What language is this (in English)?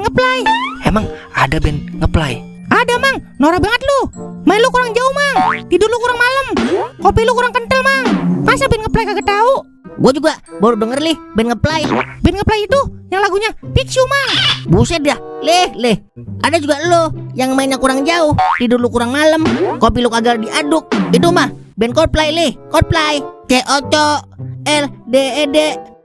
Betawi